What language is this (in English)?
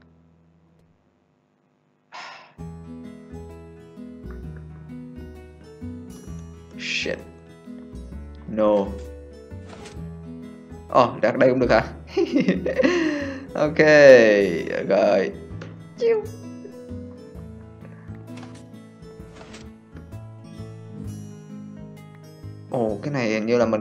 Vietnamese